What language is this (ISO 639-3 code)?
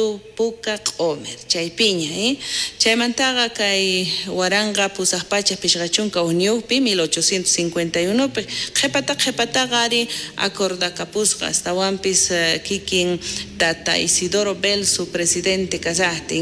quh